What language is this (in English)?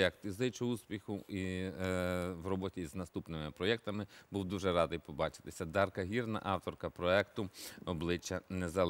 Ukrainian